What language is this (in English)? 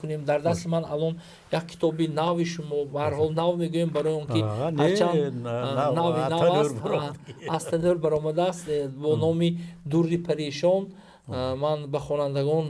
Tajik